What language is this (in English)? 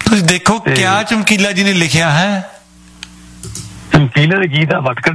Punjabi